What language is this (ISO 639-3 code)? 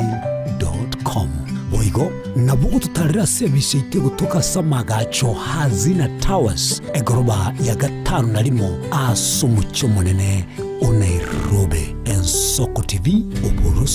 guz